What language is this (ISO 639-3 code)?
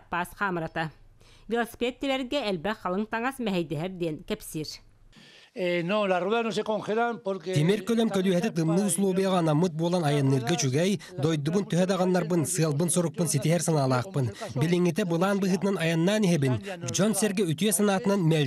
sah